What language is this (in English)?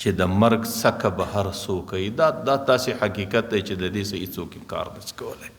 Pashto